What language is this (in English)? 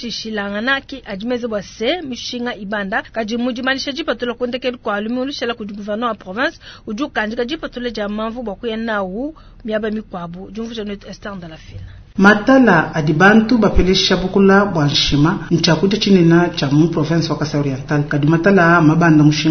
Luba-Lulua